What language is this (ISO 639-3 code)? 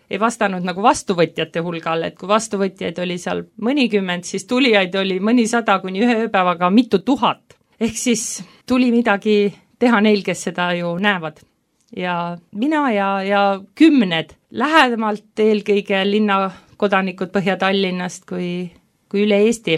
est